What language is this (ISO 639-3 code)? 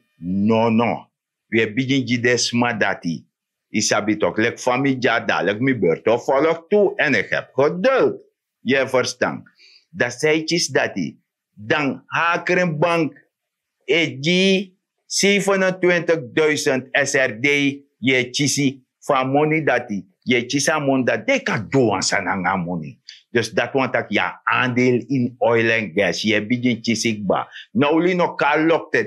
srn